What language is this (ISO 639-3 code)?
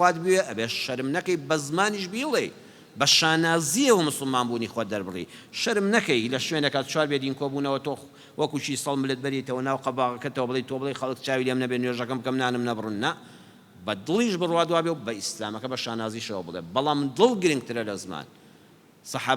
ckb